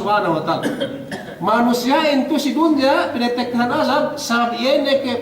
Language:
Yakan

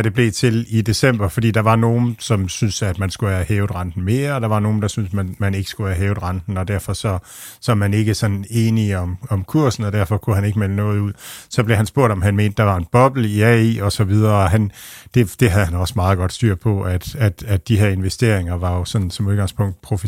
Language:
Danish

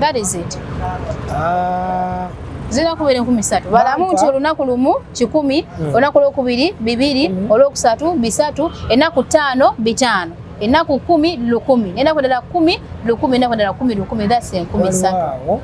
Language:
Ganda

